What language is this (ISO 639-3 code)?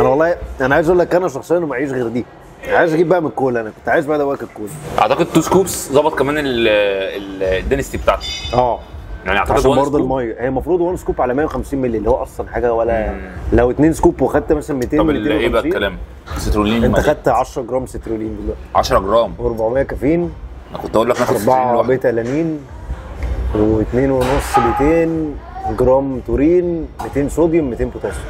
arz